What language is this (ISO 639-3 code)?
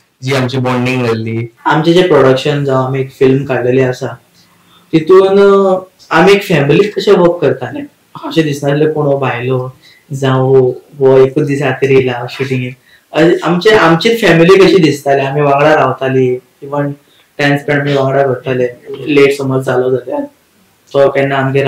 kok